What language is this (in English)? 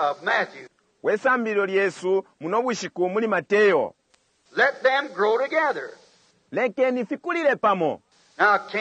Bemba